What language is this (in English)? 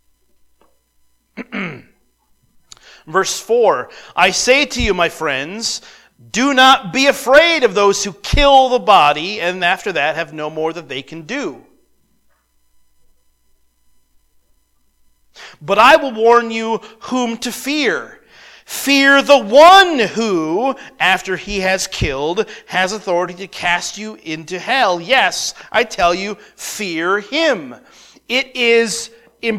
English